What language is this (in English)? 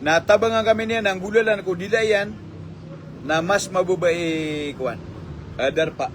Maranao